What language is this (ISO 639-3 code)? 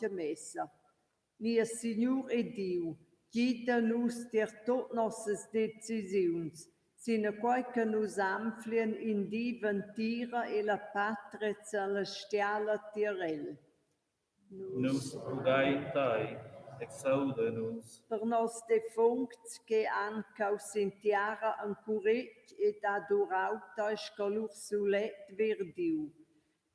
roh